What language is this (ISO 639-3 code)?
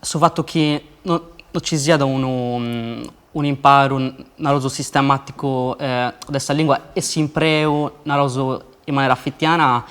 srd